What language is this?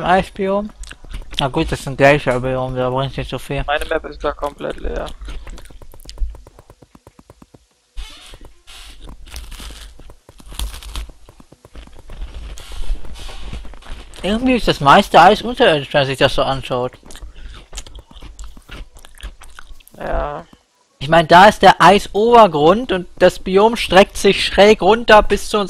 German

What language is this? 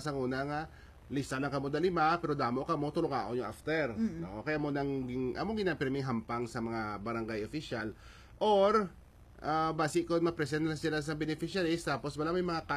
Hiligaynon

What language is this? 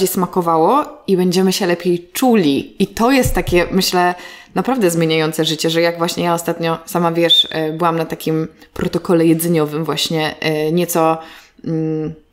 Polish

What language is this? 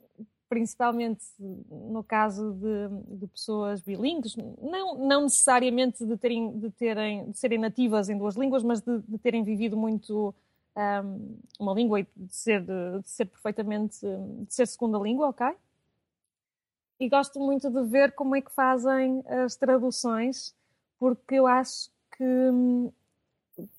Portuguese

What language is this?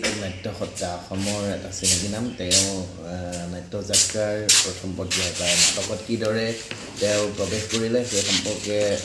Assamese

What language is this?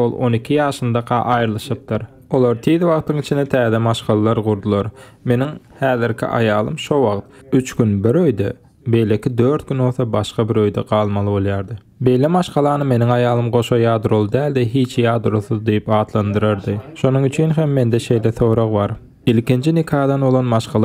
Turkmen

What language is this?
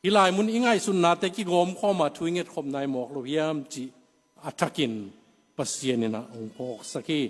Tedim Chin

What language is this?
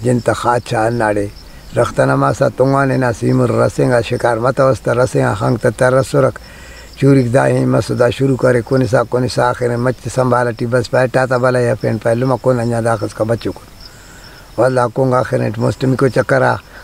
Brahui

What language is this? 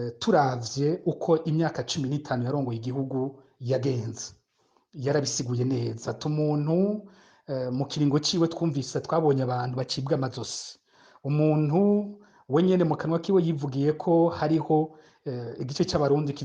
Rundi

